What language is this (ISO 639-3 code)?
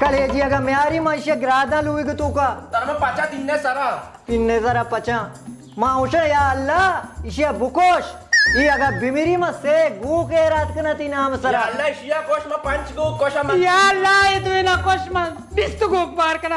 bal